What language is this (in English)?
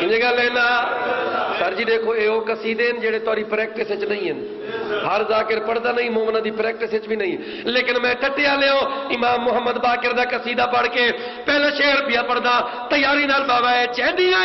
Saraiki